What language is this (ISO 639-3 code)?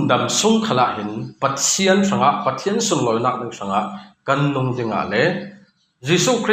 cfm